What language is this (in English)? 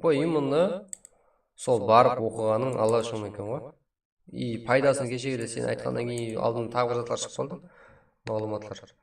Kara-Kalpak